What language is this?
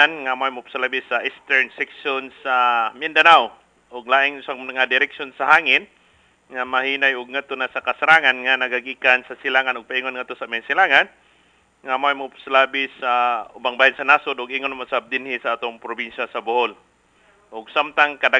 Cebuano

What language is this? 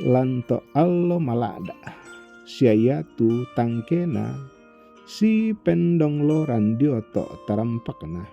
Toraja-Sa'dan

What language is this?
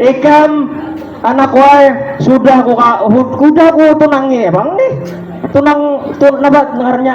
Banjar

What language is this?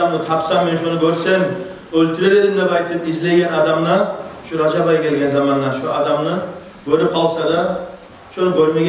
Kumyk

